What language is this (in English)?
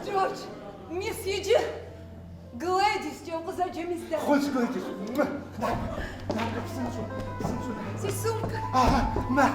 Kabardian